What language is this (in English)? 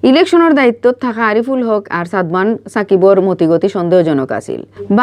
Sylheti